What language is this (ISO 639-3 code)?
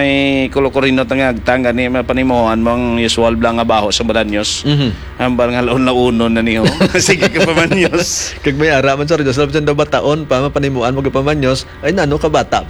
hil